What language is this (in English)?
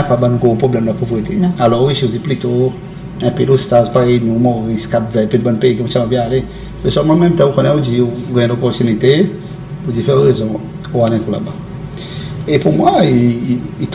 Seselwa Creole French